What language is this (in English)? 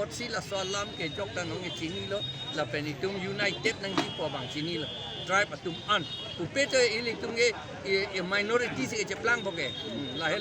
Karbi